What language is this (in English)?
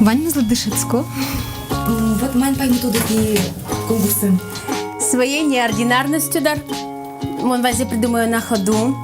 Udmurt